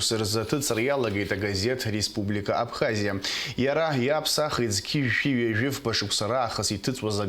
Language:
Abkhazian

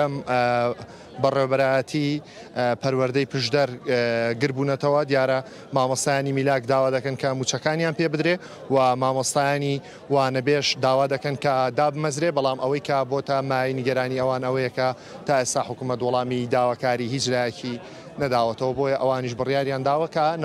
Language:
Central Kurdish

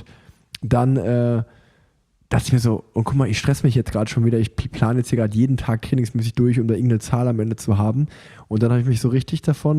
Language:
German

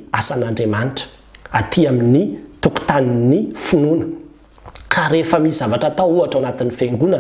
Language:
Malagasy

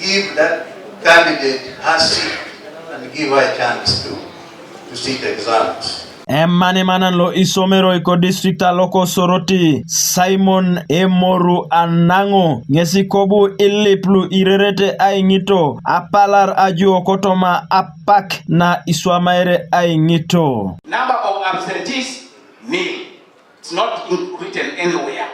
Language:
Teso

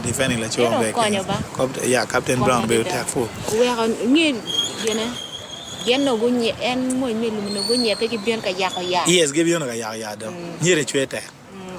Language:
Acoli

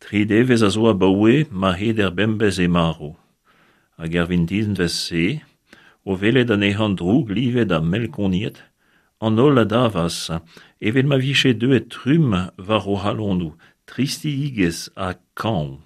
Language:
Breton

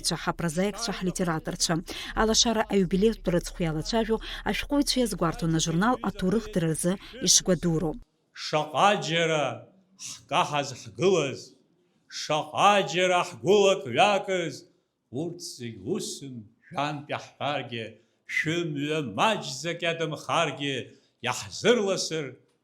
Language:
Abkhazian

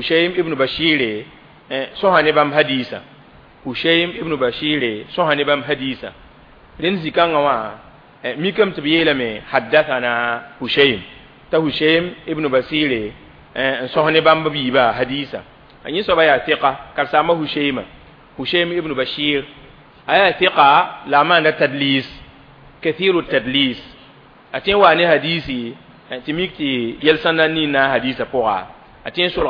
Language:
Mossi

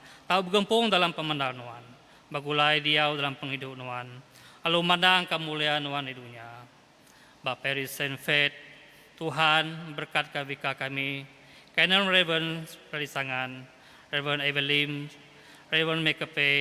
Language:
Iban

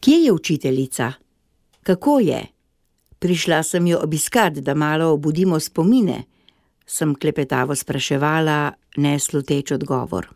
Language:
Slovenian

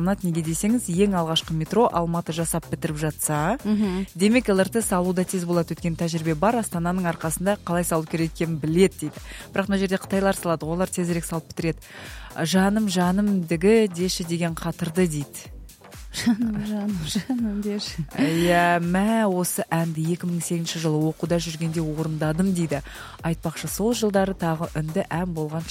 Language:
Kazakh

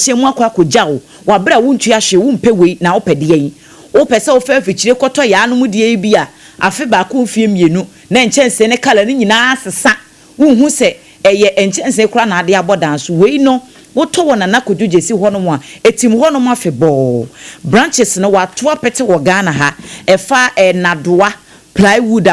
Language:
Akan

